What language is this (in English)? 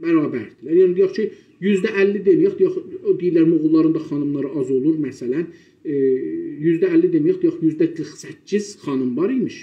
South Azerbaijani